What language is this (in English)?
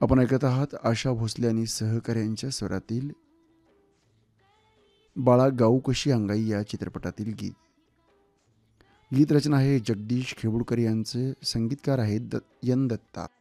Marathi